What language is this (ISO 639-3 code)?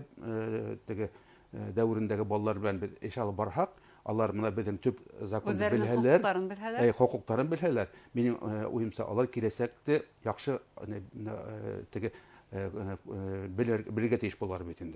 bak